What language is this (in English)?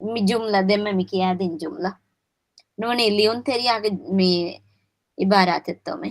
Divehi